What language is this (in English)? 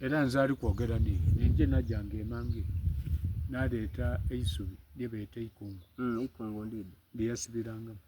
Soga